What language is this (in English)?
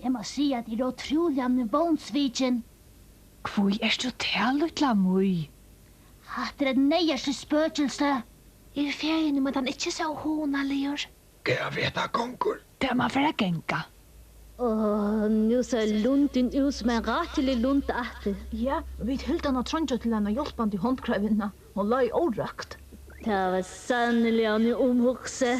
Faroese